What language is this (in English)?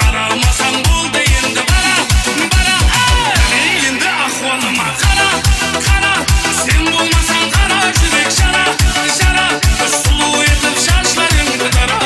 Kara-Kalpak